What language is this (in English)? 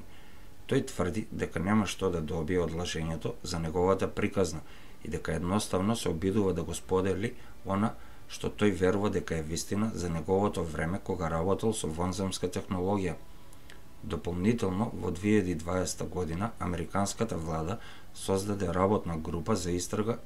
Macedonian